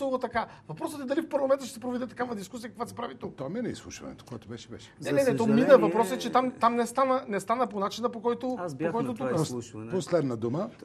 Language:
Bulgarian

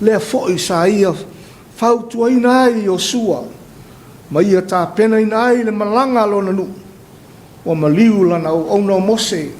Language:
Samoan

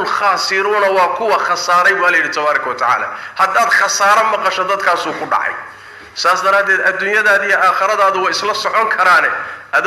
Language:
Somali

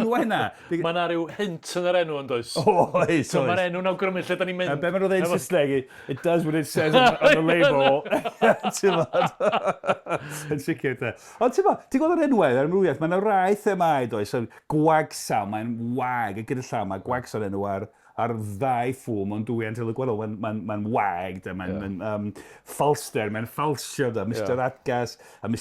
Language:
Welsh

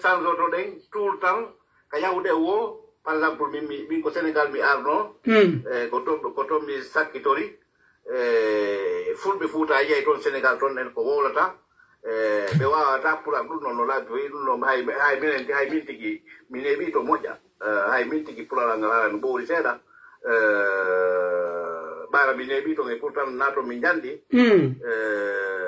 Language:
Pular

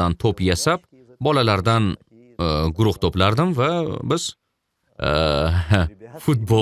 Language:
Uzbek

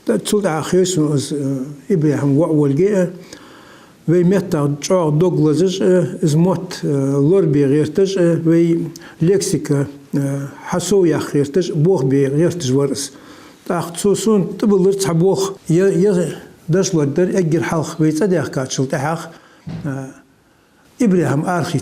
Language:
Ingush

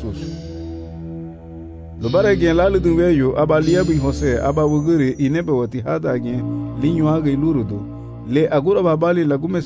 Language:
Garifuna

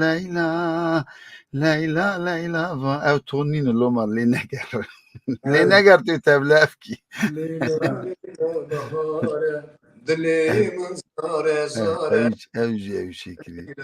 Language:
Kurdish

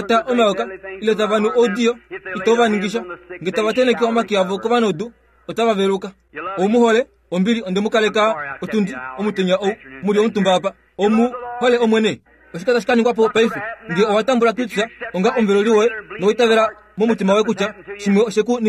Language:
Kuanyama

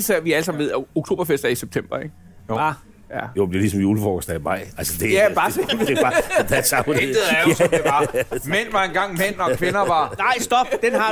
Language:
Danish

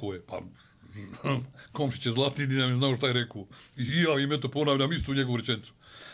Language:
Bosnian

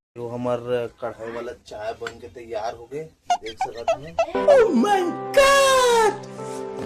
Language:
Chhattisgarhi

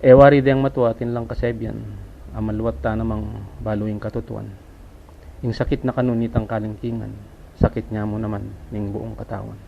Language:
Pampanga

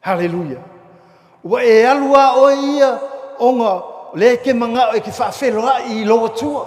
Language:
Samoan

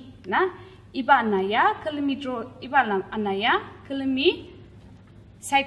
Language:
Ao Naga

